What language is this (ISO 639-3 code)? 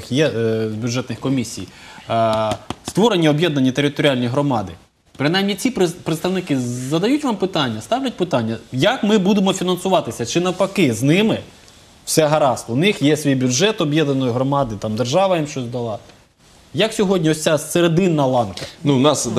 ukr